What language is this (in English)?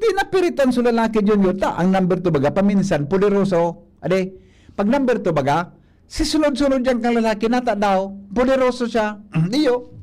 Bikol